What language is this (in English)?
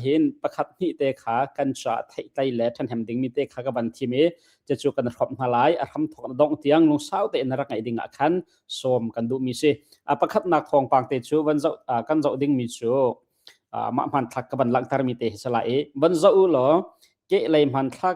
Hakha Chin